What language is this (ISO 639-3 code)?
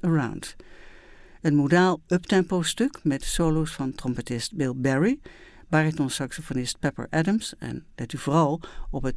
nld